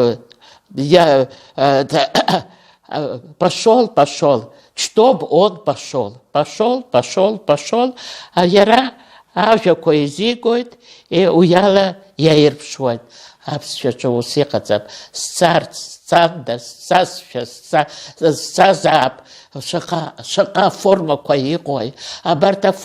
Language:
Abkhazian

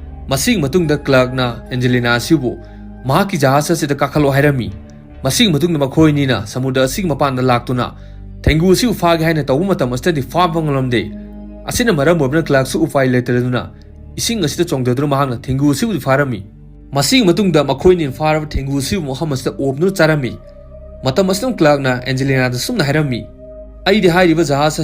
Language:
Manipuri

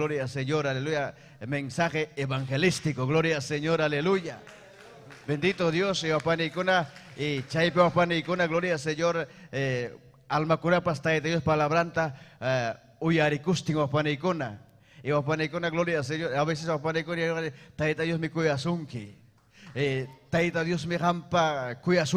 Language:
Ayacucho Quechua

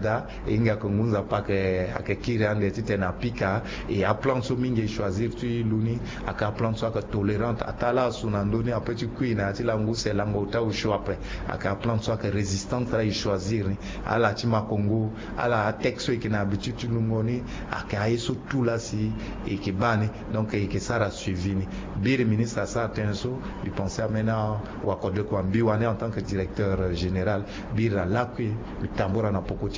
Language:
Sango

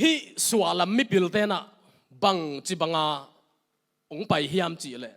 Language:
Tedim Chin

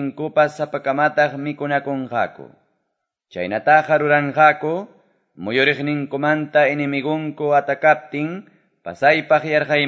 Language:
Quechua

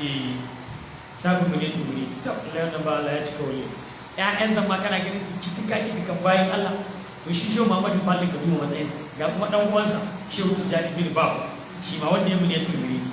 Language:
Hausa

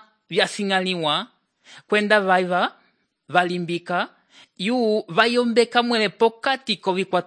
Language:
Umbundu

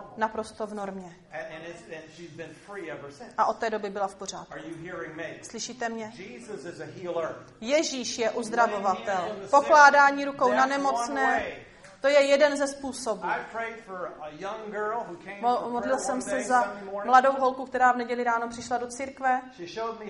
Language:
Czech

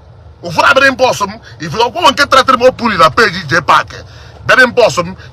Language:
Igbo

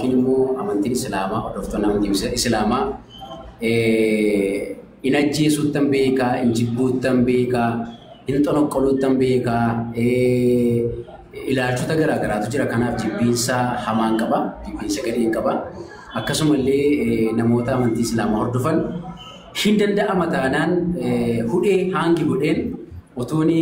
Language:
Oromo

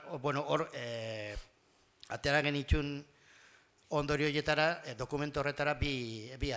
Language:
Basque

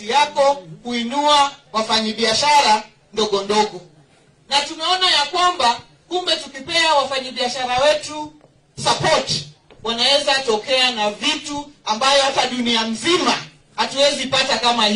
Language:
Swahili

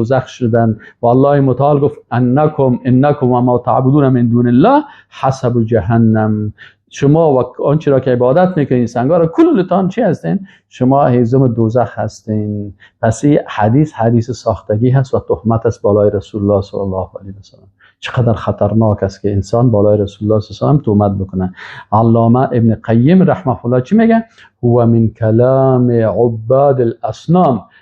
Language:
Persian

